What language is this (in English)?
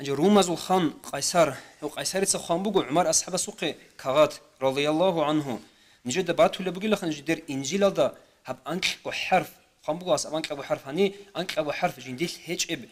Avaric